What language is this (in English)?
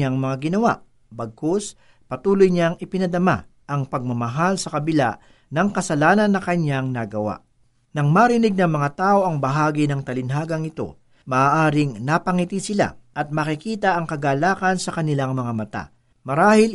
Filipino